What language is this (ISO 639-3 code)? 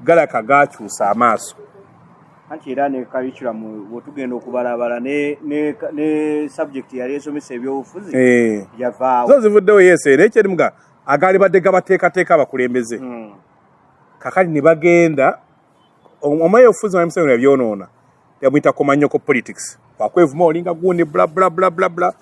lug